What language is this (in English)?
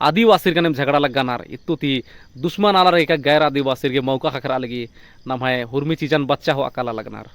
Kurukh